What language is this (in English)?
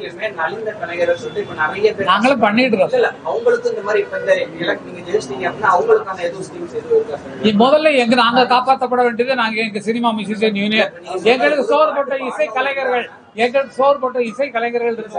Tamil